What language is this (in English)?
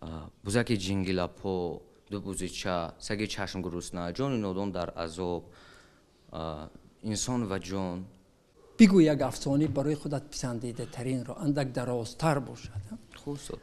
Tajik